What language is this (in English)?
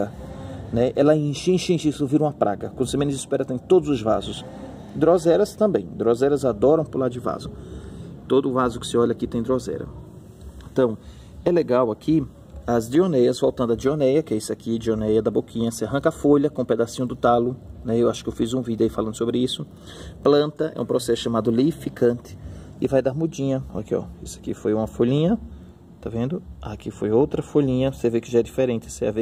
Portuguese